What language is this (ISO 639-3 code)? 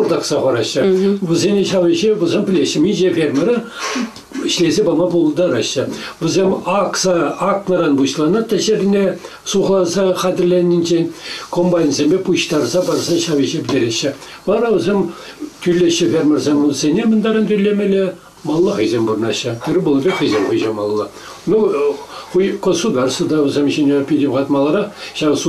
chv